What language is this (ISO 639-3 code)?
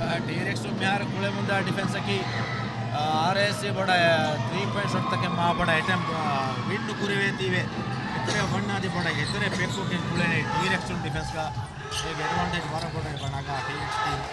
div